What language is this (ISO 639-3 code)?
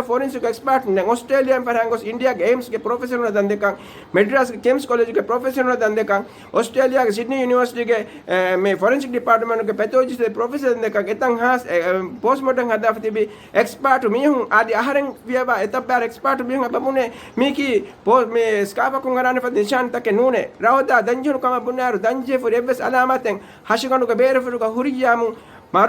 div